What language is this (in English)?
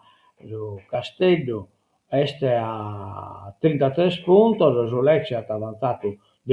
Sardinian